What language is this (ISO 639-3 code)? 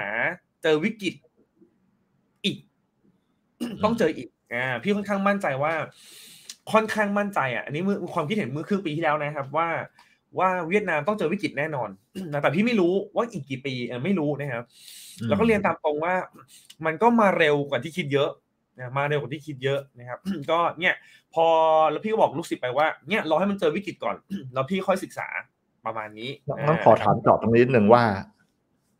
tha